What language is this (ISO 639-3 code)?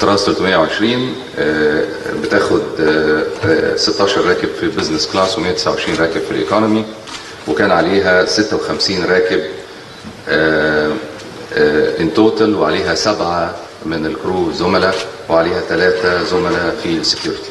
arz